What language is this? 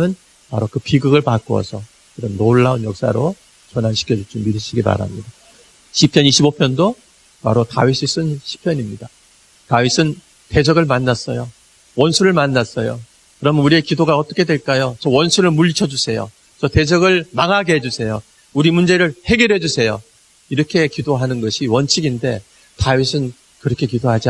Korean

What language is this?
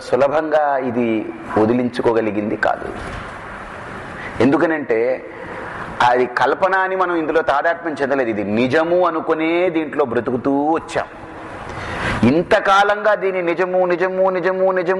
Telugu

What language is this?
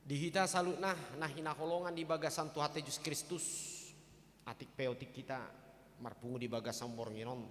Batak Toba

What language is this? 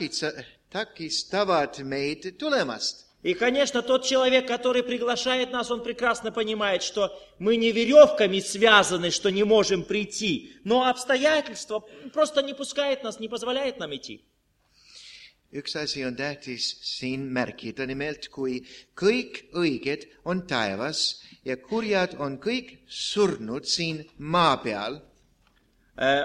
Estonian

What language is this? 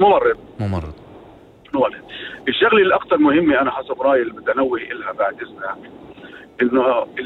North Levantine Arabic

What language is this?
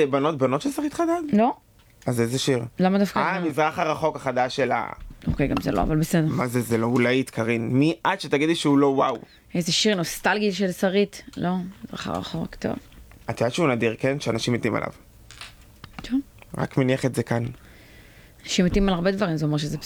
Hebrew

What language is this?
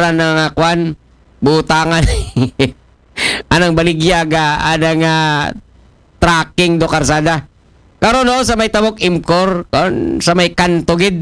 Aklanon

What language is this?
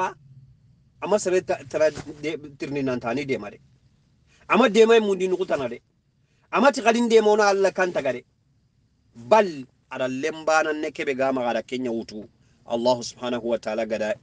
Soninke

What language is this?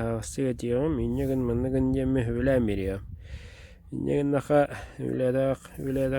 Yakut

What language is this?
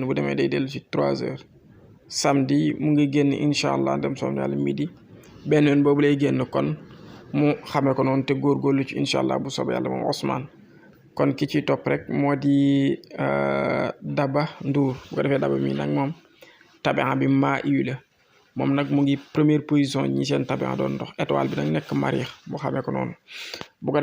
Wolof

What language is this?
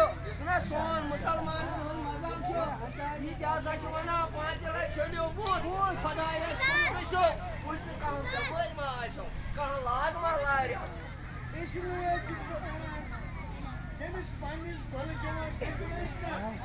Kashmiri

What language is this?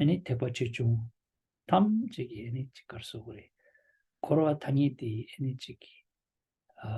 Tibetan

